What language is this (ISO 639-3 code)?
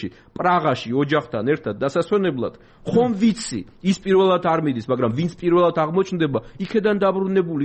kat